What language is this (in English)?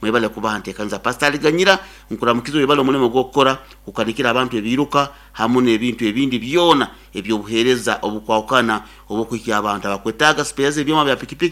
Nyoro